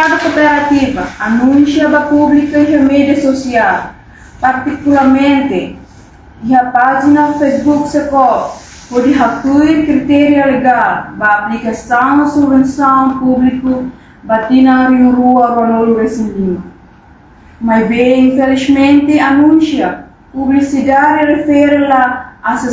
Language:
Tetum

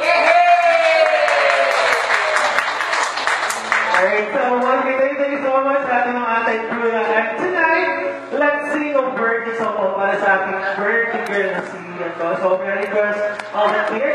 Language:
Filipino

